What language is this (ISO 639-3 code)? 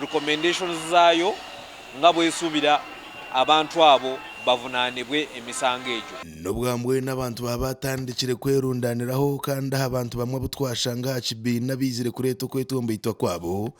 nyn